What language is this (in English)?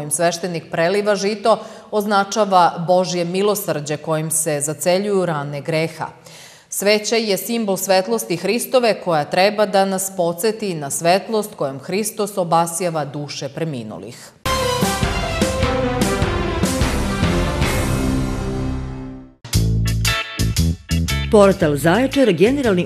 Serbian